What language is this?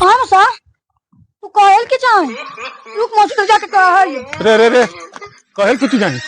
Magahi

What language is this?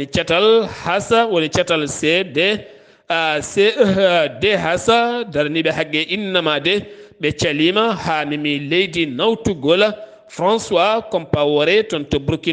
Fula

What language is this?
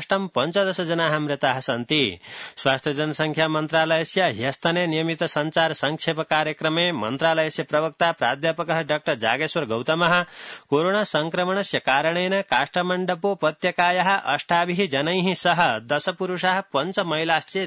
Sanskrit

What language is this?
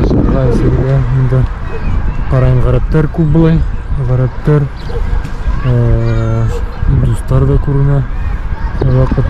Bashkir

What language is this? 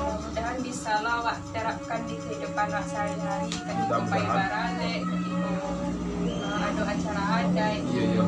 Minangkabau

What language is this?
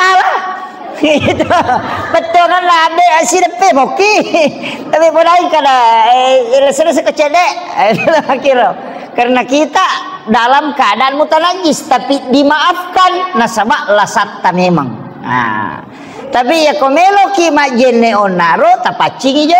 Buginese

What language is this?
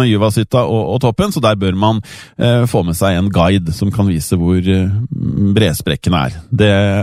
Norwegian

